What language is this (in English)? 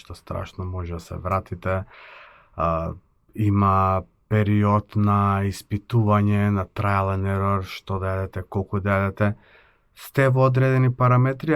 Macedonian